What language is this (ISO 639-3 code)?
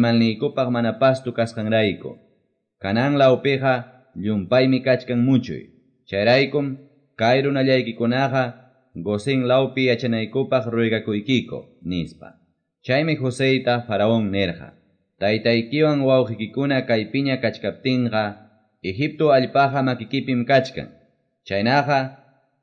que